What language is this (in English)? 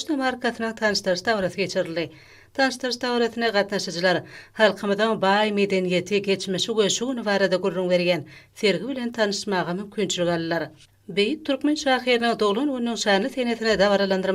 Turkmen